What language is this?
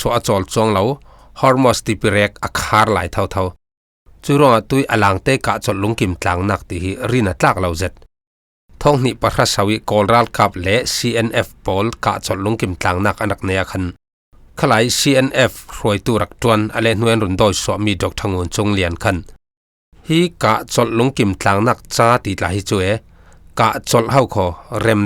Falam Chin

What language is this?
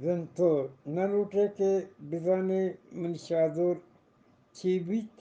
Eastern Balochi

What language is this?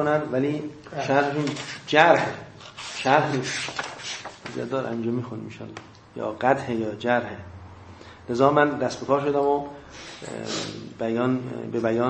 Persian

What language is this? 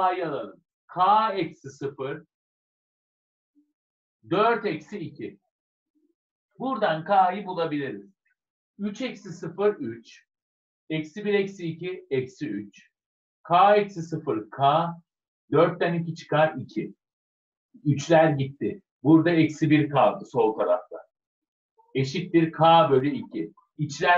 Turkish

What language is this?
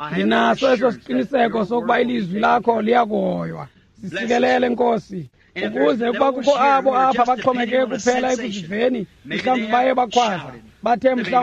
Xhosa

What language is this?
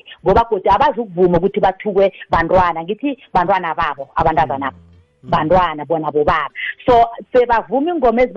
South Ndebele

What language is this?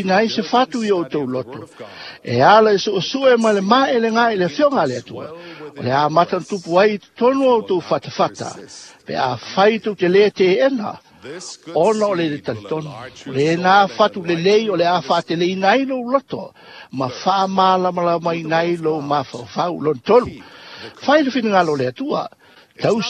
Samoan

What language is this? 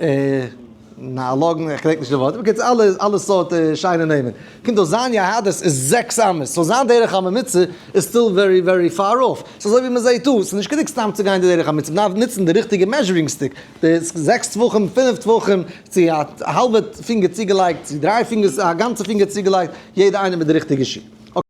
Yiddish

